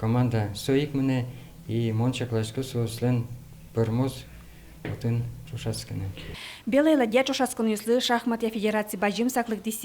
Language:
Udmurt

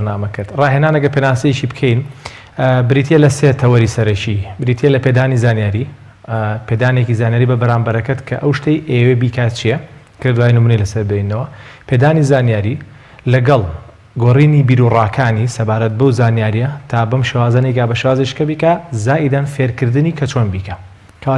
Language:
Central Kurdish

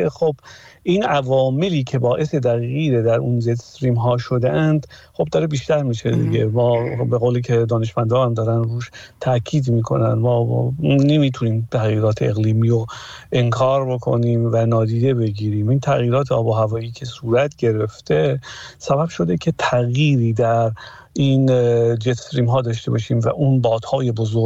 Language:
Persian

